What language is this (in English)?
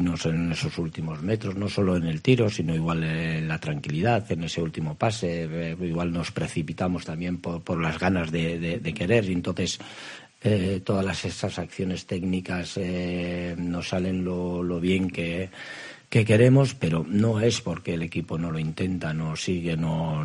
Spanish